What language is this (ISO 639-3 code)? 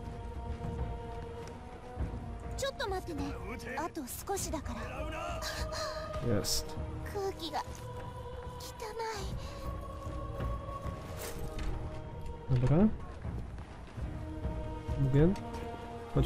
jpn